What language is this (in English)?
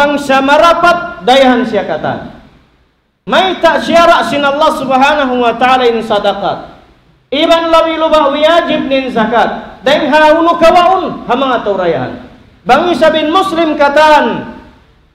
Tausug